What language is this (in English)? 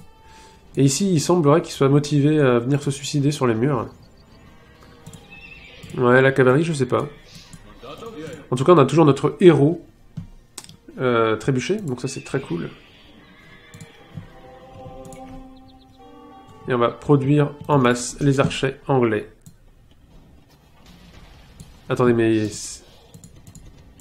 French